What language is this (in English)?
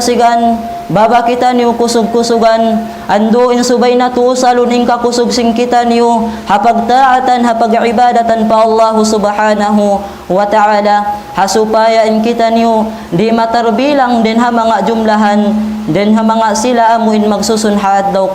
Tausug